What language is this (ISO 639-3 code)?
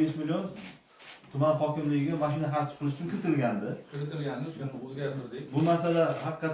uzb